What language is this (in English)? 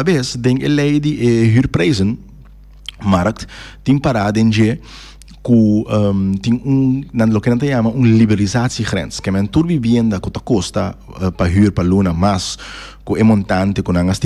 Papiamento